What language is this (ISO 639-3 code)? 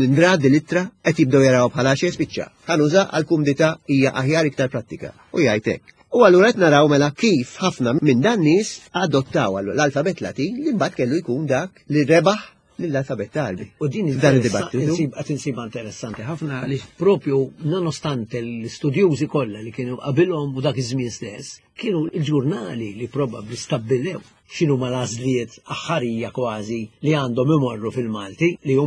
mlt